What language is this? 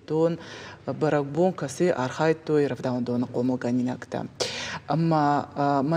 Ossetic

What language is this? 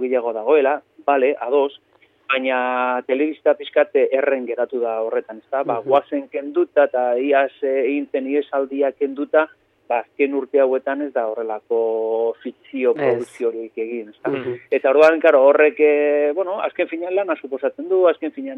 Basque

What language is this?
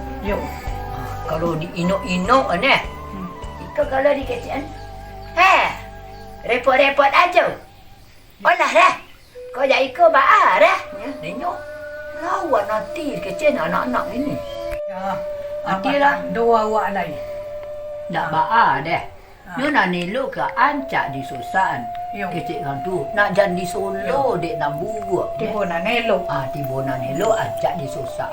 Minangkabau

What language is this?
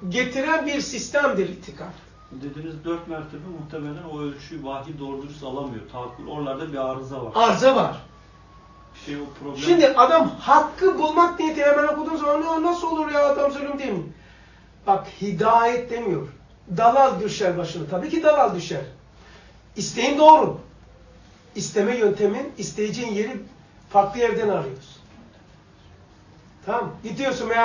Turkish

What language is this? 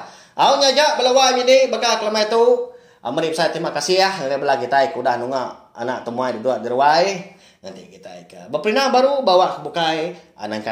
Iban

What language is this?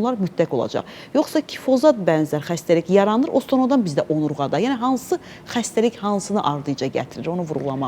Azerbaijani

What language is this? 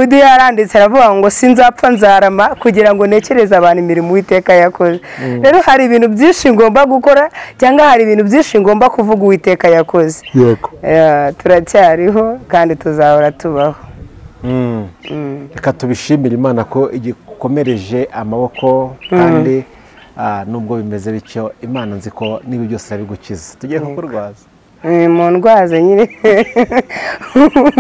Kinyarwanda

